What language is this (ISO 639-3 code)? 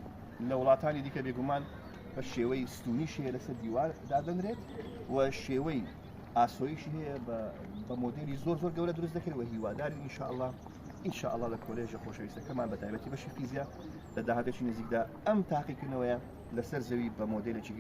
ckb